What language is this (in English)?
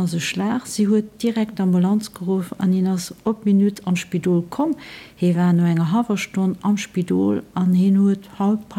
Luxembourgish